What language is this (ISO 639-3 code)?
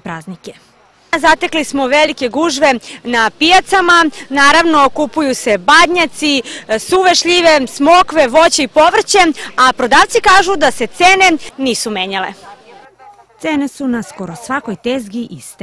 srp